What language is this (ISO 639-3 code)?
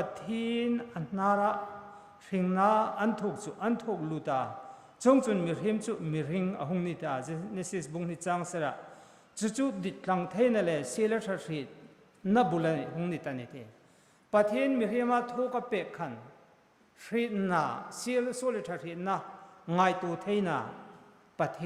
hmr